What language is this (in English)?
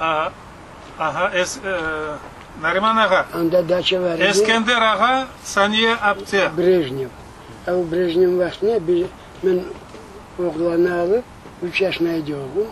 Crimean Tatar